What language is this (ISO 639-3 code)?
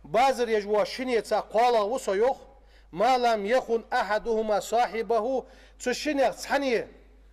inh